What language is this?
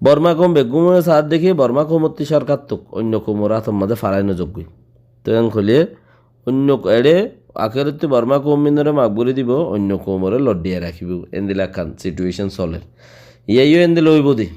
Rohingya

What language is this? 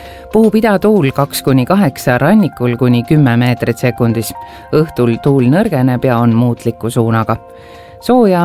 Estonian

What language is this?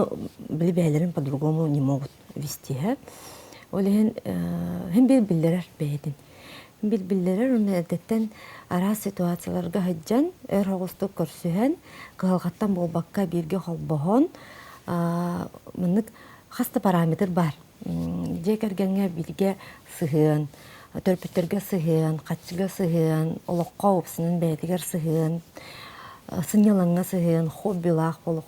Yakut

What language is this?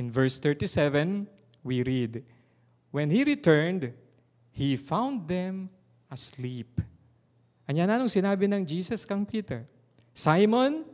Pampanga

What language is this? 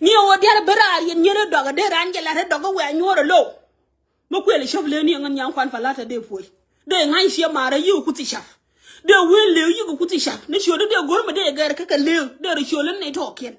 Nuer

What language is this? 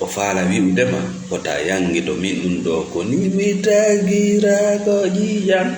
Fula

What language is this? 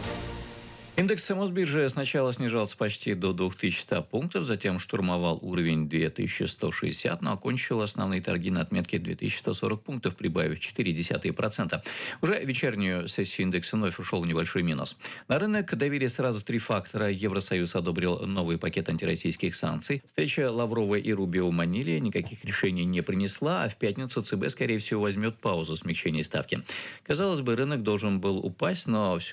Russian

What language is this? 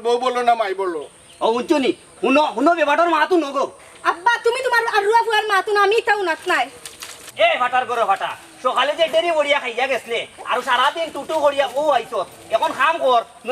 Sylheti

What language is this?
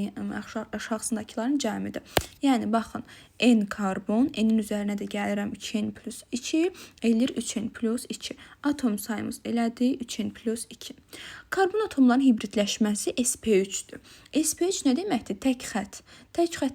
Azerbaijani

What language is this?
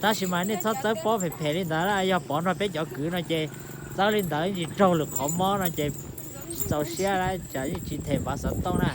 Hmong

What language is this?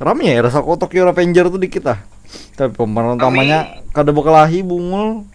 Banjar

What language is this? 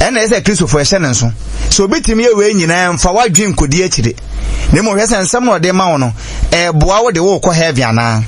Akan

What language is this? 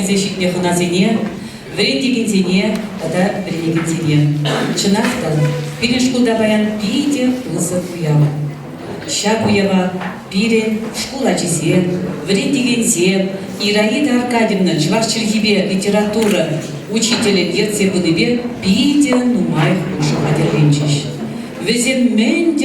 Chuvash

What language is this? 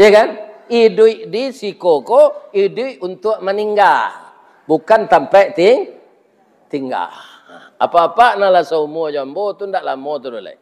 Minangkabau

